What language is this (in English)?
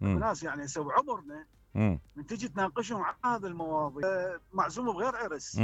Mesopotamian Arabic